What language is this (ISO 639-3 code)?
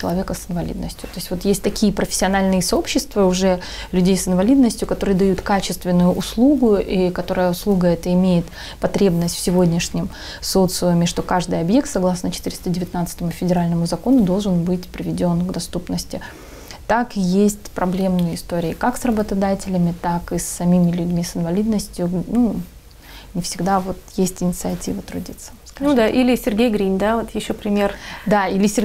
rus